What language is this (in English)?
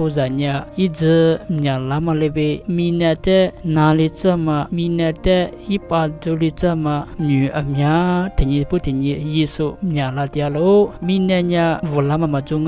Lisu